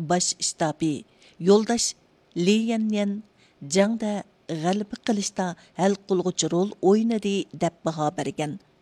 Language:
Uyghur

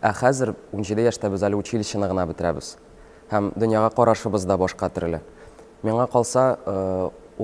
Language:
Tatar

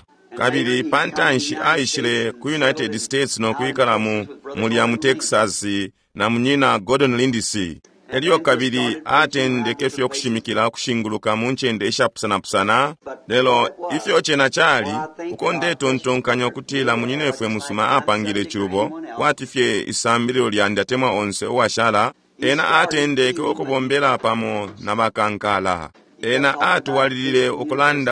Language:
Bemba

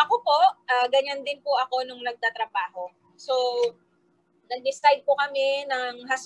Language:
Filipino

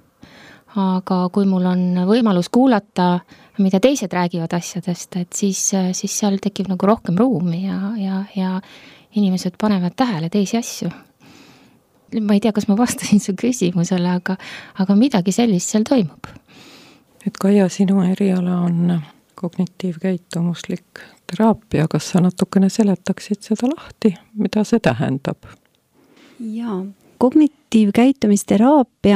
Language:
Estonian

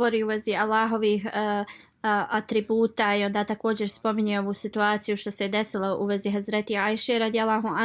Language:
Bosnian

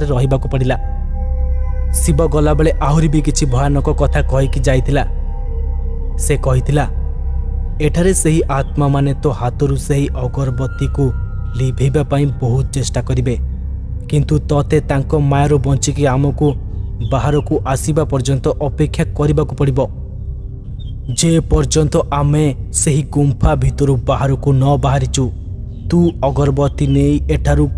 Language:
Odia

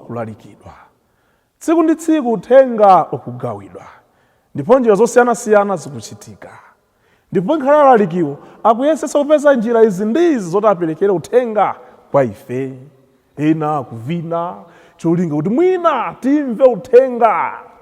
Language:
Nyanja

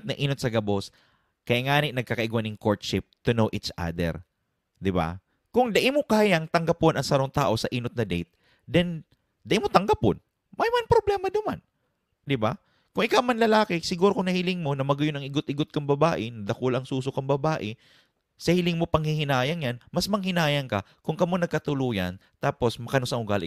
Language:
Bikol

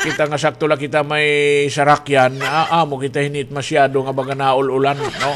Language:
Waray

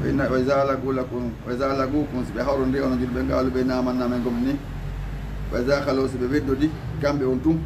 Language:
Fula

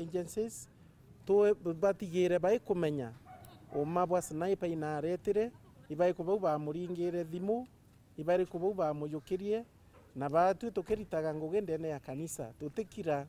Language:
Meru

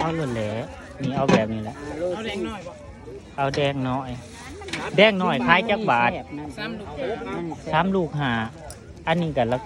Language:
Northeastern Thai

